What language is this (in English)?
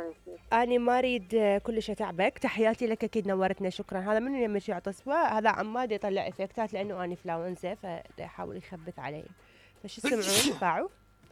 Mesopotamian Arabic